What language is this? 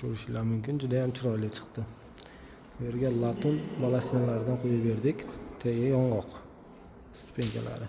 Uzbek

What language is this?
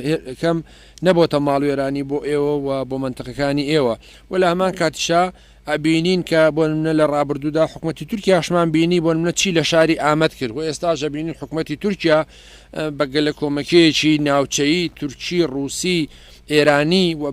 Central Kurdish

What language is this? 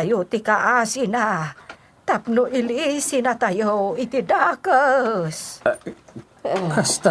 Iloko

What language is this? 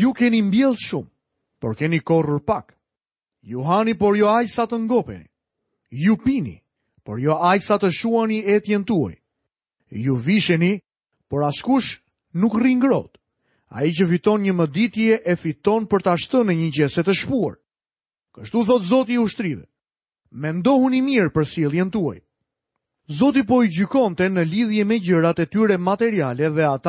Albanian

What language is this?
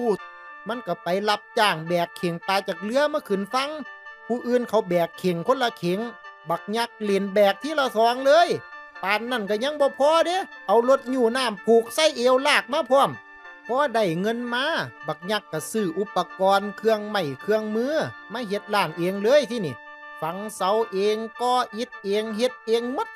Lao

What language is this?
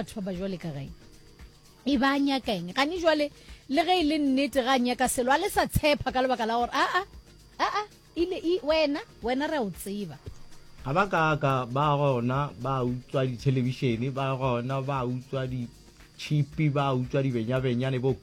Northern Sotho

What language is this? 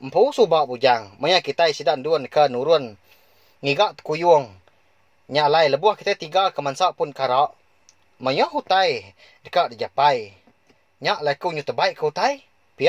Iban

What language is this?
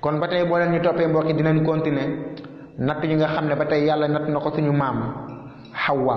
Wolof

